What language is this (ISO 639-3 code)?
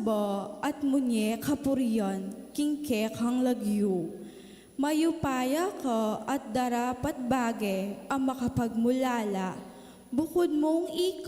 pam